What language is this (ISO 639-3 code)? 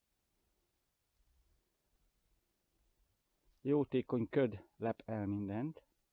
hun